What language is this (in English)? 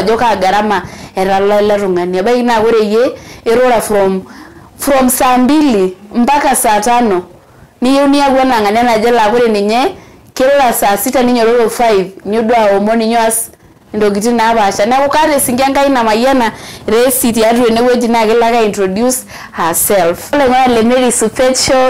Masai